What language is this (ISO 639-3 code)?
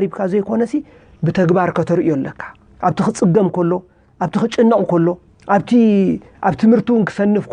tir